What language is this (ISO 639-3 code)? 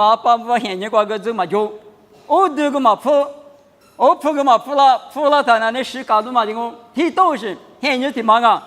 lis